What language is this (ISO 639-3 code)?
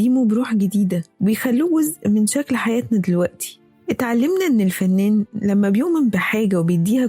arz